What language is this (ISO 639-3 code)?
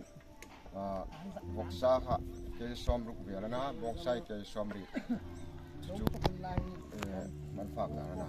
hmr